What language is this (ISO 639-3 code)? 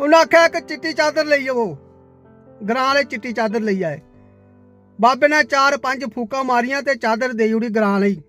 doi